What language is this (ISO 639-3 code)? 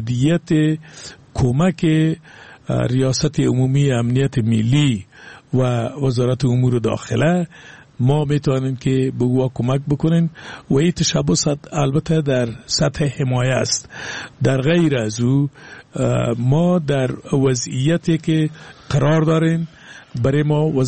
fas